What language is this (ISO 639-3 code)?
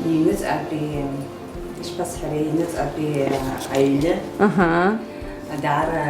abk